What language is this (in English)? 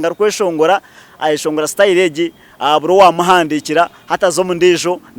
Nyankole